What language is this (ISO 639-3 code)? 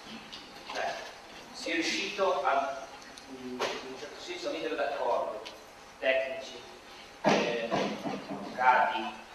ita